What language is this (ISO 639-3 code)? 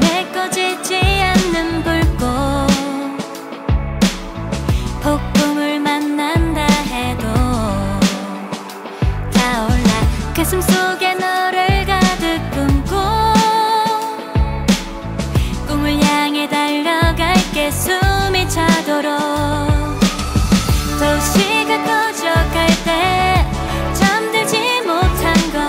kor